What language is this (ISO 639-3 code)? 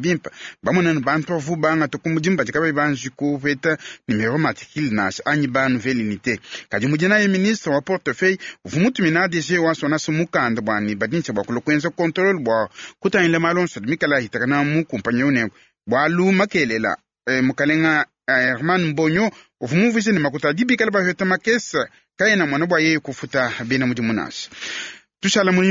lua